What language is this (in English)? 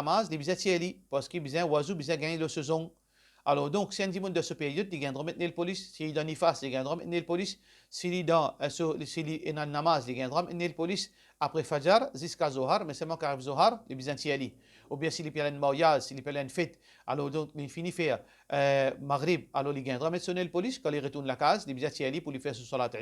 Morisyen